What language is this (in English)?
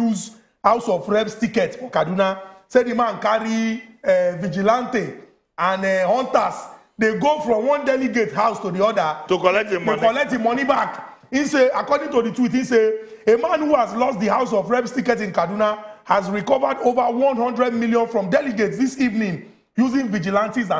Nigerian Pidgin